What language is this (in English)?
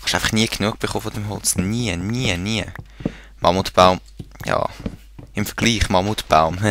Swiss German